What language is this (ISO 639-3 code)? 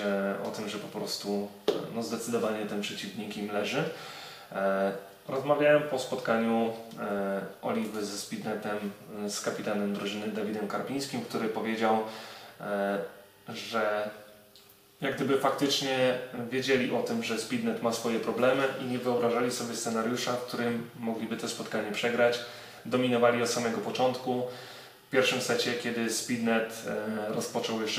pol